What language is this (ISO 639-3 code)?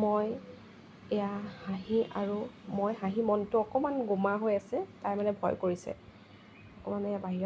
asm